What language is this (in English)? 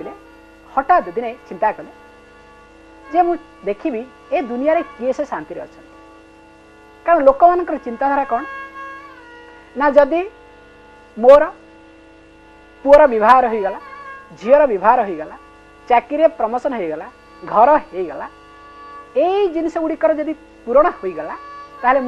Odia